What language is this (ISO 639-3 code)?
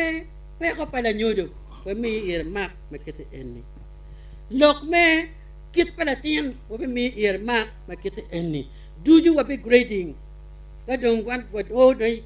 ach